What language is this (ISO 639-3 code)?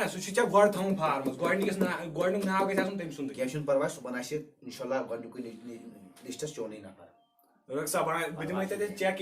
kas